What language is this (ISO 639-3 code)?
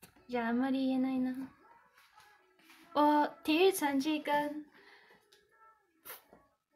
zho